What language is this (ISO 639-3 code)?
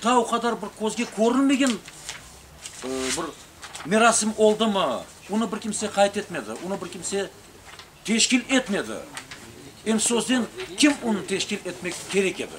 crh